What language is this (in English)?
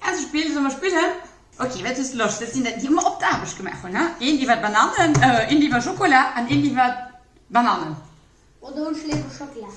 Luxembourgish